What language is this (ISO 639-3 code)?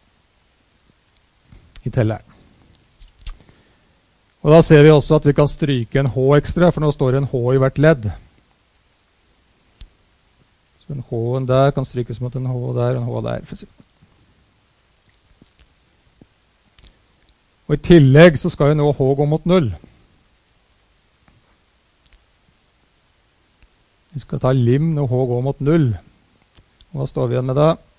nor